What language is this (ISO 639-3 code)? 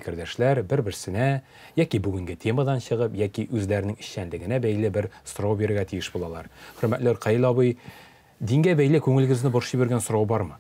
tat